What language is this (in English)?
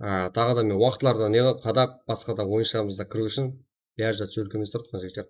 Kara-Kalpak